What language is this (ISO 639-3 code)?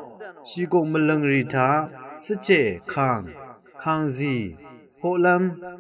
raw